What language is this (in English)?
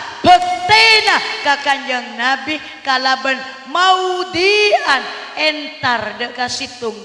Madurese